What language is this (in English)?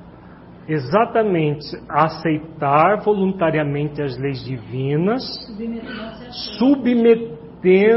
Portuguese